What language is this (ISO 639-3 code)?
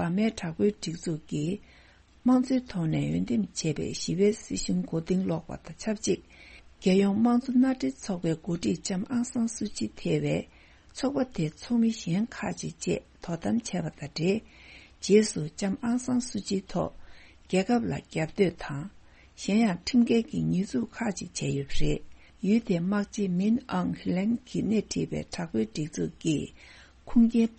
bod